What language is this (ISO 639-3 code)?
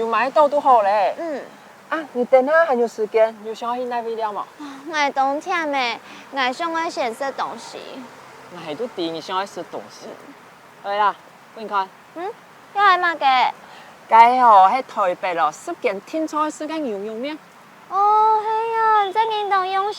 hak